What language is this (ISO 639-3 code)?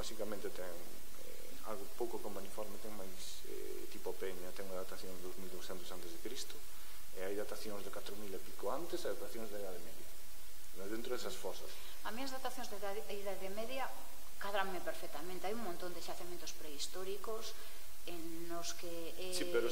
glg